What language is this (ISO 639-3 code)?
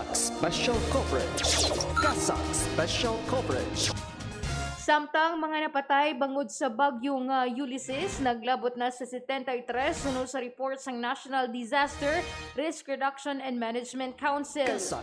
hil